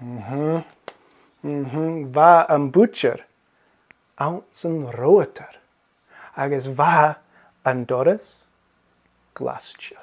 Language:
Scottish Gaelic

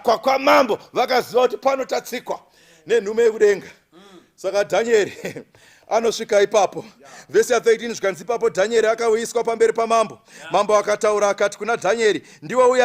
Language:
Shona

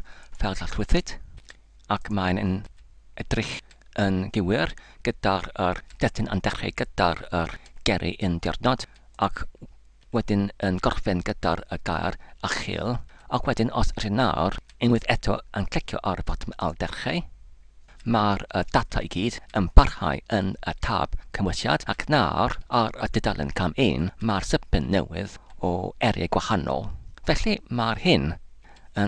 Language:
Welsh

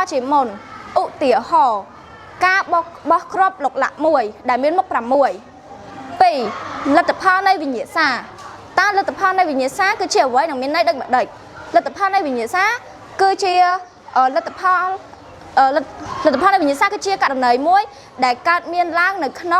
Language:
Khmer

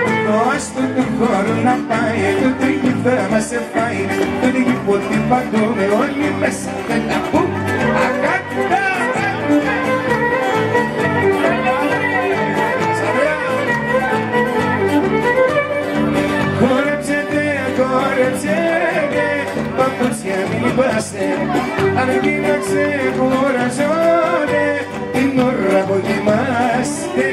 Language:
Greek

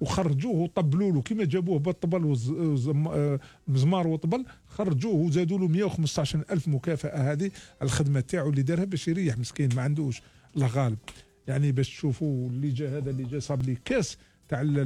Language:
Algerian Arabic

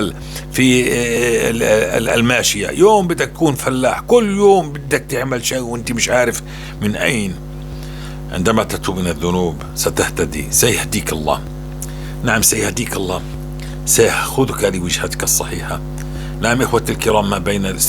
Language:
North Levantine Arabic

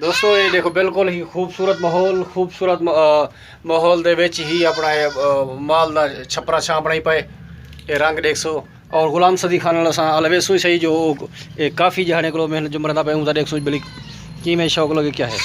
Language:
Saraiki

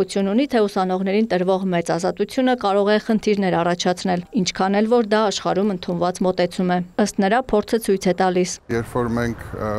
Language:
Armenian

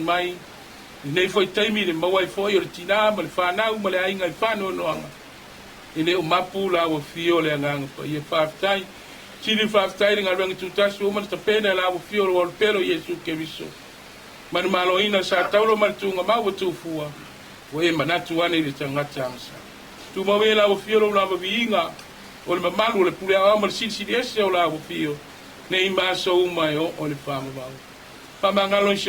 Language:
Samoan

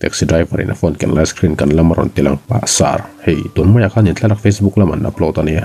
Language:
Mizo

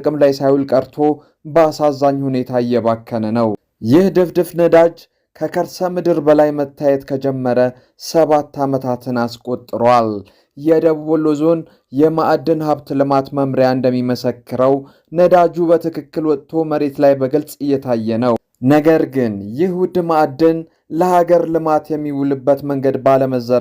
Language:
Amharic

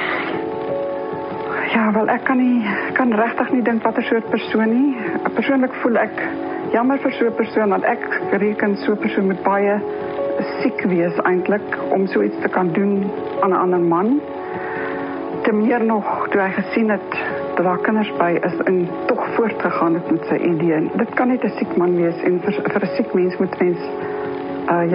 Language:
Afrikaans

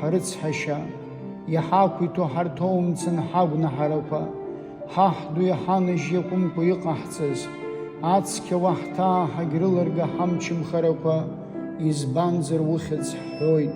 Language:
Abkhazian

